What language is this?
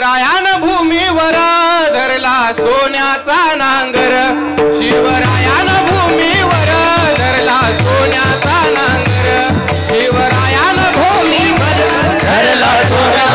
Marathi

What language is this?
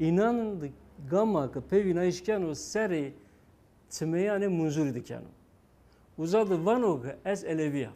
Zaza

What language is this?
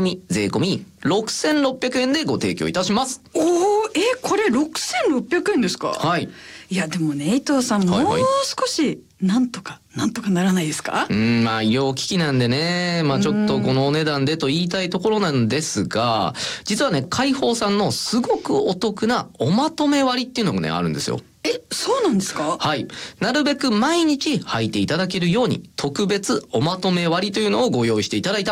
Japanese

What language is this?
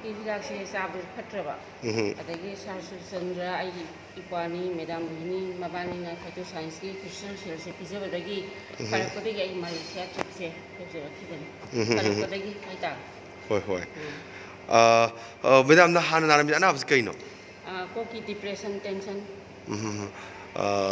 Manipuri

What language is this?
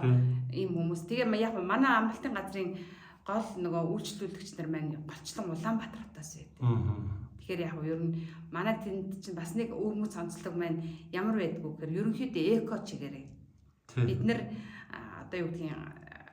Mongolian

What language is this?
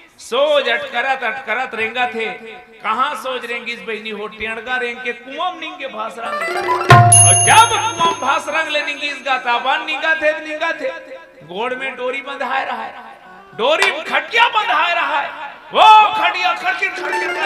Chhattisgarhi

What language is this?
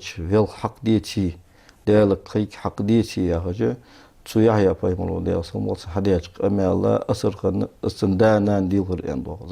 Ingush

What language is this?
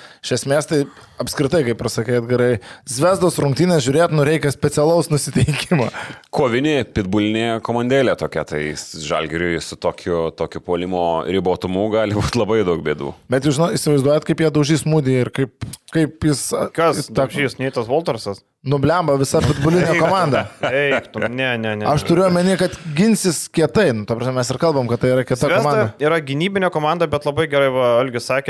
Lithuanian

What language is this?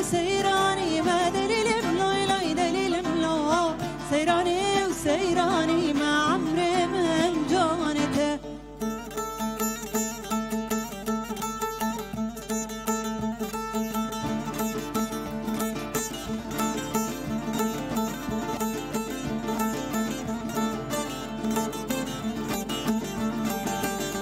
Kurdish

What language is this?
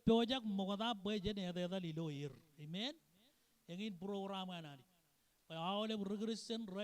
Marshallese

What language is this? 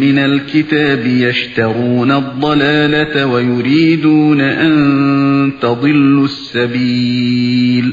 Uyghur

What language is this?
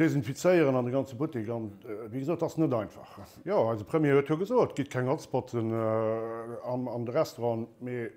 Luxembourgish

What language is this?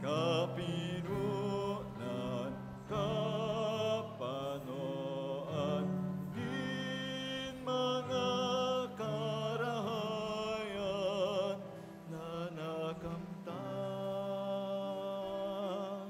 Bikol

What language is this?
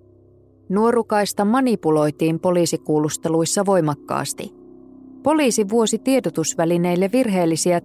Finnish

